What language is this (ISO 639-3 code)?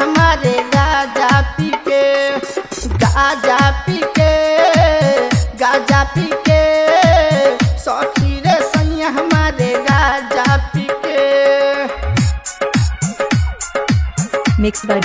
bho